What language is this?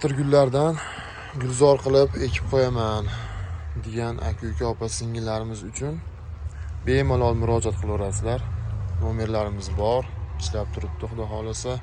Uzbek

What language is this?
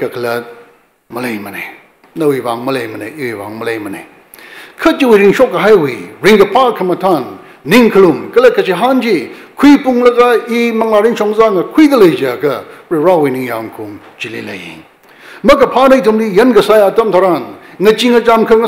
Tangkhul Naga (India)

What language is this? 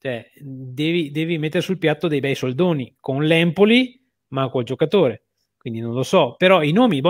Italian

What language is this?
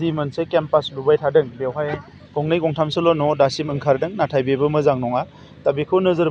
Bodo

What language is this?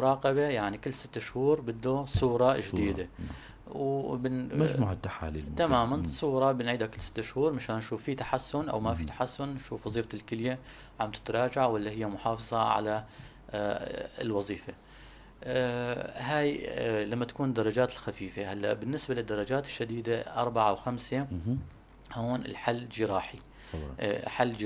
North Levantine Arabic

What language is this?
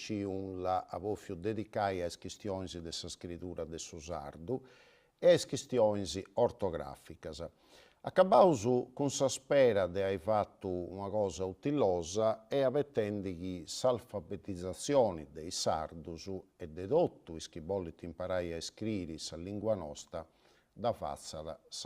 Sardinian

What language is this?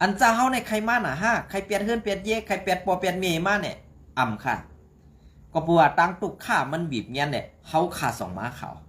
Shan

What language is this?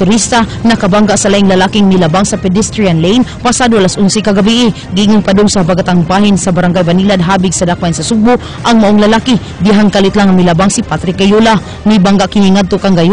Cebuano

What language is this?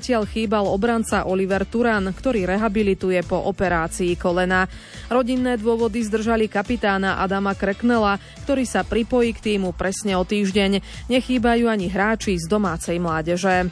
Slovak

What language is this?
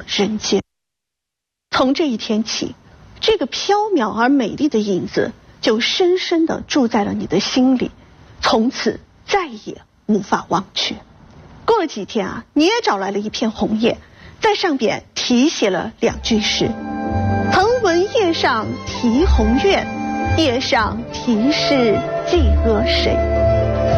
Chinese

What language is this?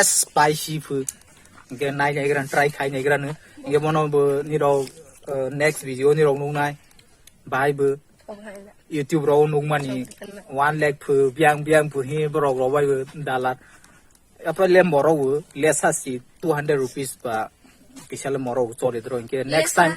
Kok Borok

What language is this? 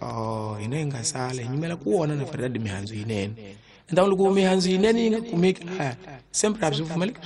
Tsonga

